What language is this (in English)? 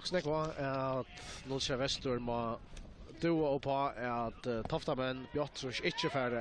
Faroese